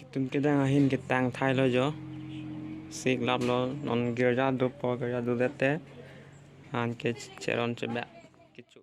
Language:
Karbi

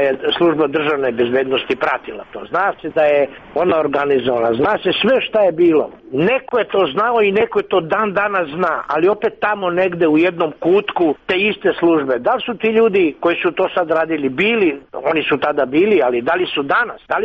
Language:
Serbian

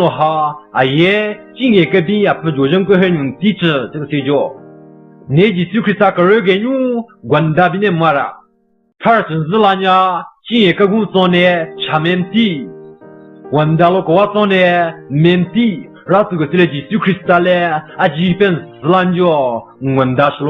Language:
Southern Rengma Naga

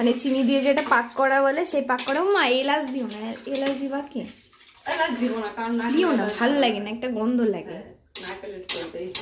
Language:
Bangla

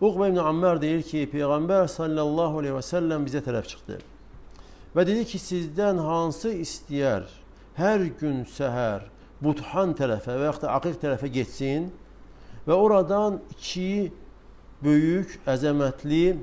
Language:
Azerbaijani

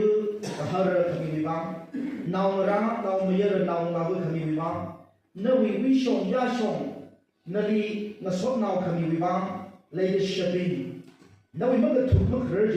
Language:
Tangkhul Naga (India)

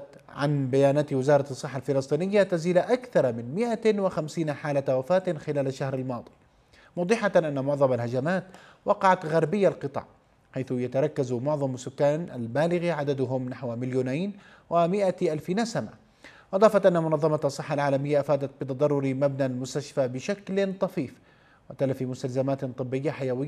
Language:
Arabic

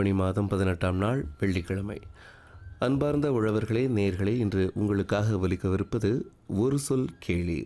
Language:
Tamil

